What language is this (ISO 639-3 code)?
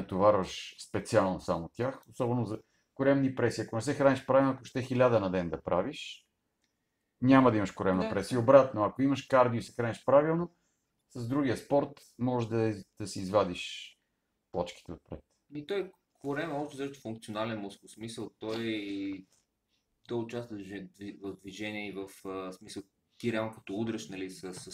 bul